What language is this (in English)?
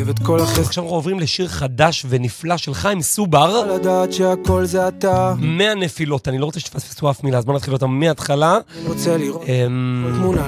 Hebrew